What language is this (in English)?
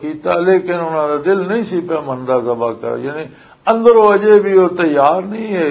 Western Panjabi